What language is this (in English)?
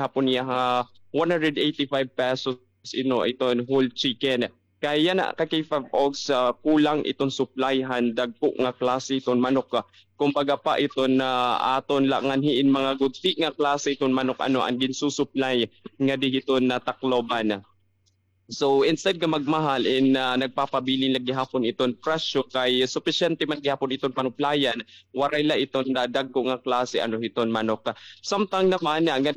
Waray